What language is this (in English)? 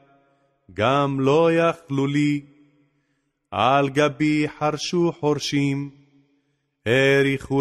Hebrew